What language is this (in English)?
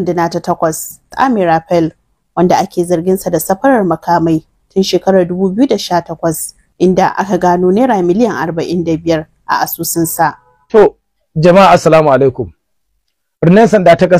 Hausa